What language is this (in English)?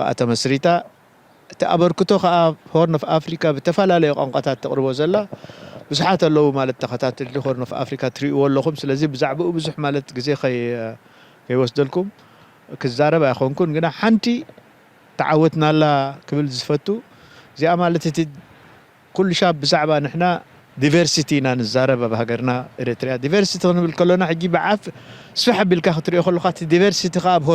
Tigrinya